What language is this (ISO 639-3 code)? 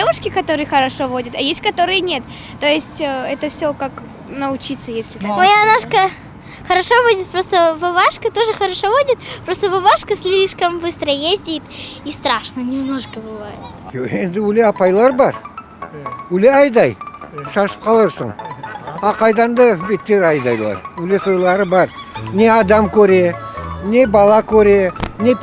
crh